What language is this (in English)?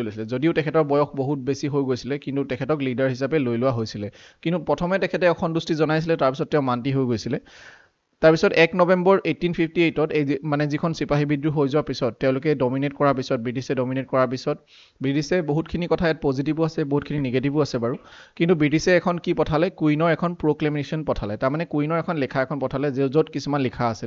Assamese